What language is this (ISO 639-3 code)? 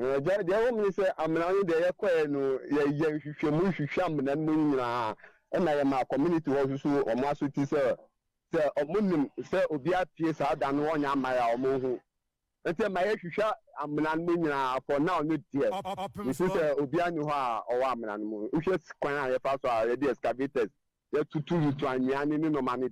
aka